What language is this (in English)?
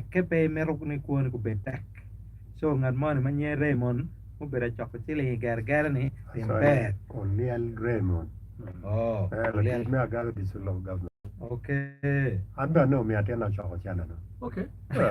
Acoli